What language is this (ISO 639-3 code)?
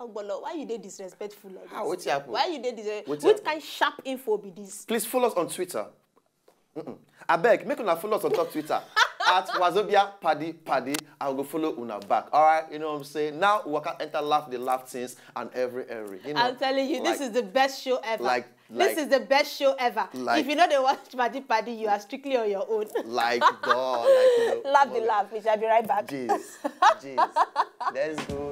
pcm